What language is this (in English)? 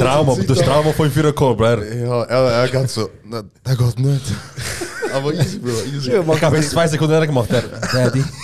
Swiss German